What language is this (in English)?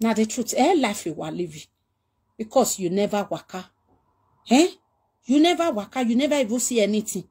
Nigerian Pidgin